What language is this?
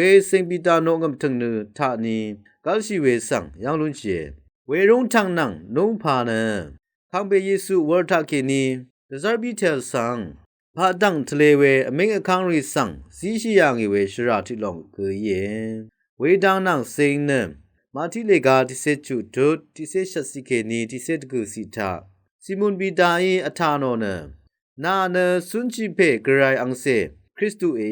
Rawang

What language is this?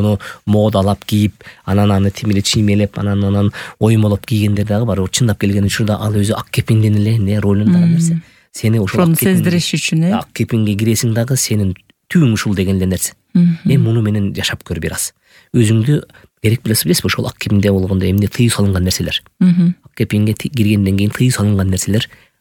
Kyrgyz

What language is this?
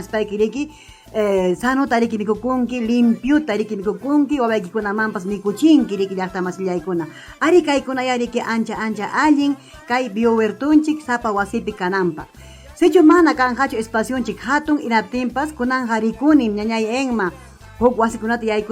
Ayacucho Quechua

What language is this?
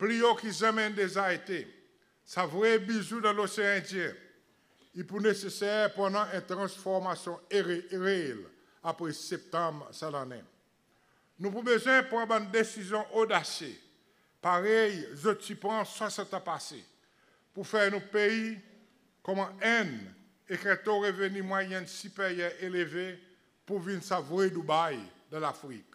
Seselwa Creole French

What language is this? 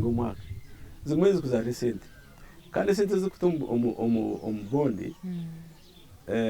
Nyankole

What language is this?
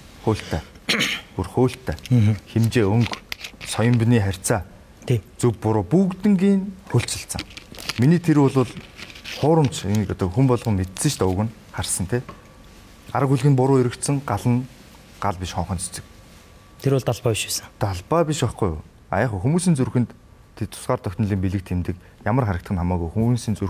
Mongolian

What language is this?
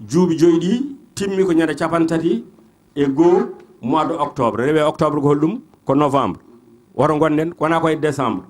Fula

